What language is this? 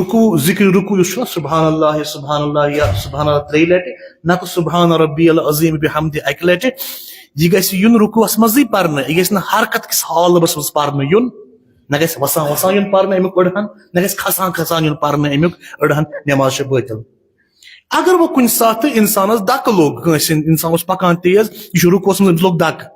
Kashmiri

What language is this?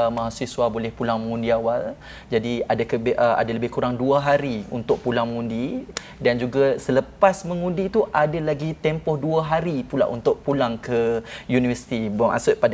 Malay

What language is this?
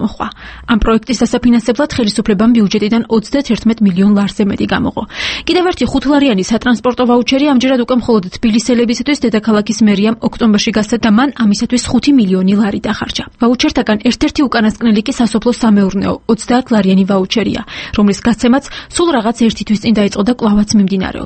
Georgian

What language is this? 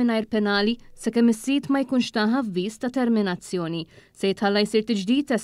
Maltese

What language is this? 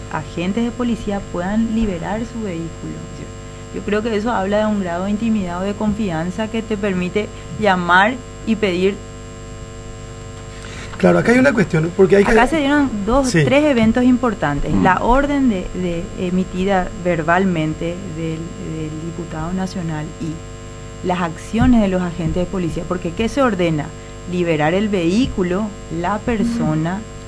Spanish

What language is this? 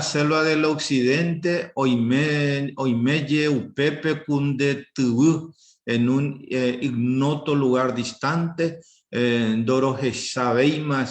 Guarani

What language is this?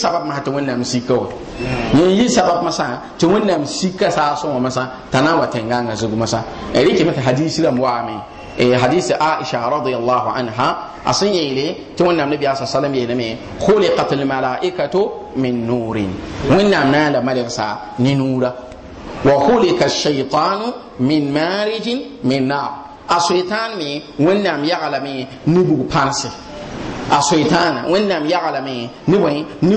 Mossi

